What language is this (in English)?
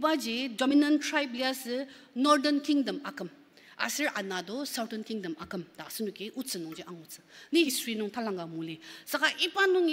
Ao Naga